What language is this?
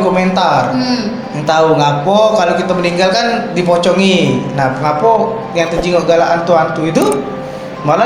Musi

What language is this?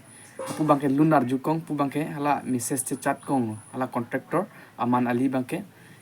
Karbi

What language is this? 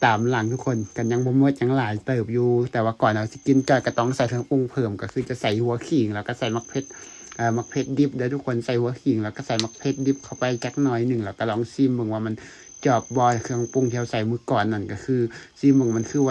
Lao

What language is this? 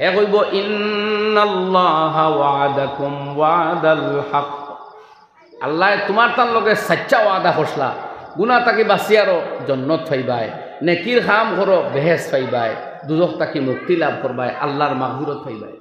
Sylheti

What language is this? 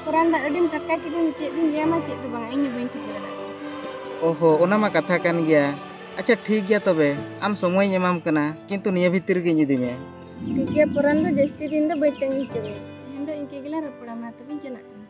Santali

